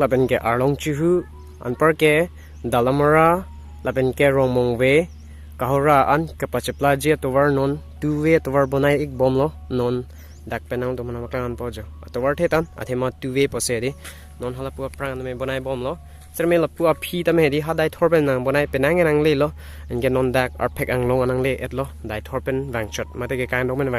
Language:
Karbi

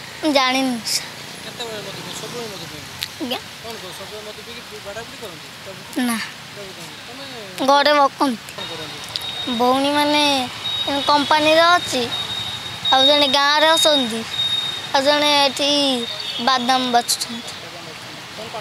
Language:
Odia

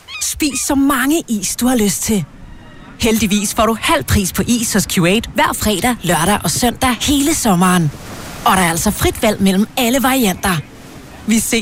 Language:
Danish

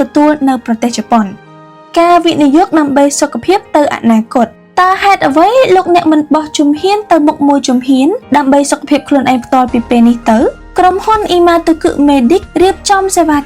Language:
Khmer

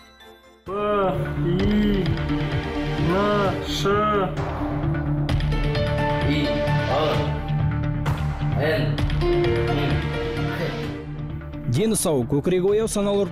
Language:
Kazakh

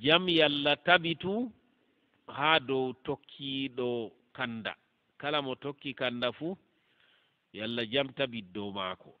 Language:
Fula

